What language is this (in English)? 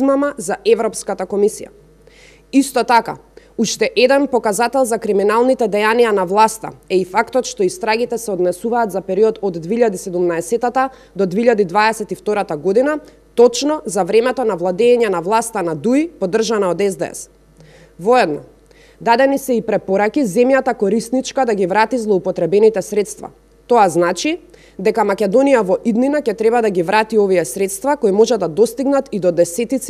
Macedonian